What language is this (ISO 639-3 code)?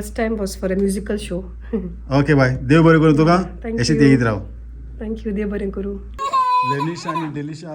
kok